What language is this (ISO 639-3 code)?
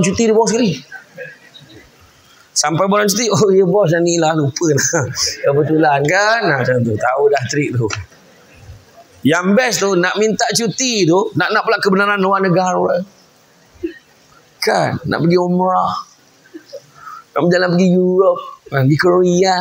msa